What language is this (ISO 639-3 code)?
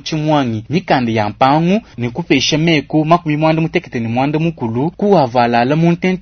lua